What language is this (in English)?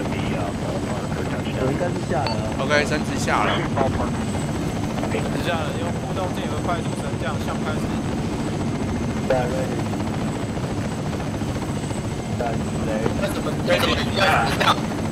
Chinese